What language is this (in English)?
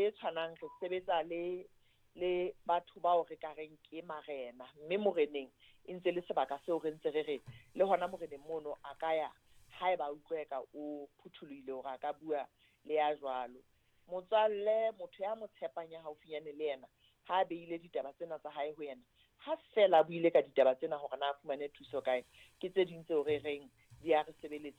Southern Sotho